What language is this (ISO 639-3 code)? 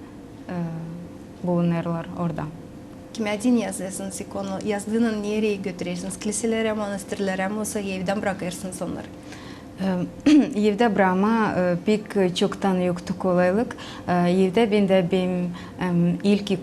gag